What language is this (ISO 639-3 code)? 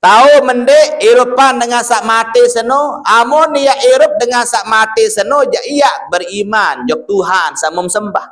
sas